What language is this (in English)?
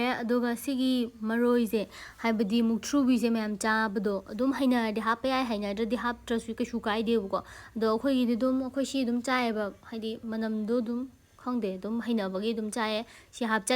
Manipuri